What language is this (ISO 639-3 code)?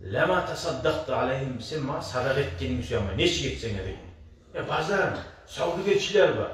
kum